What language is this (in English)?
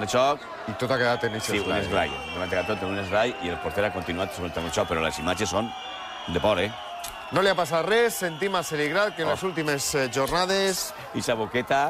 Catalan